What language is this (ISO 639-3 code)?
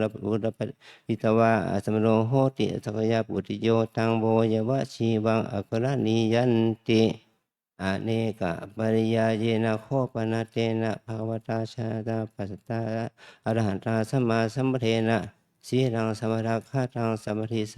pli